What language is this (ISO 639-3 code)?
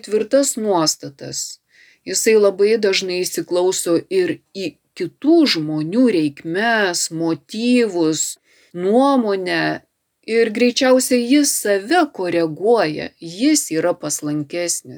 lit